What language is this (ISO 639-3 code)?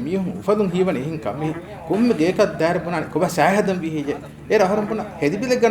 div